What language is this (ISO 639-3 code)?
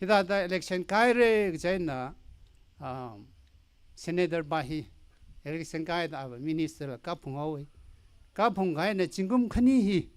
nmf